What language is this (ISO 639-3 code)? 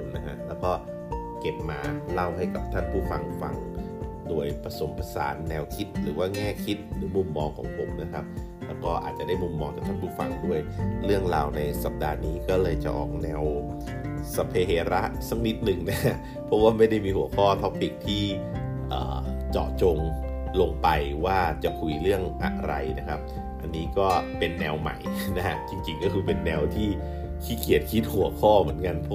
tha